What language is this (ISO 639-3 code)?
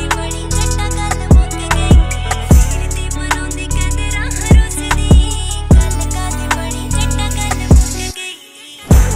pan